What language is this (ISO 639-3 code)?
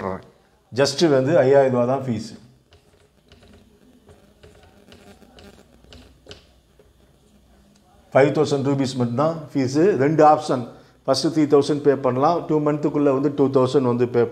tam